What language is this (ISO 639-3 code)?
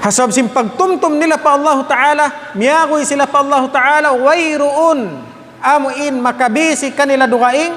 tsg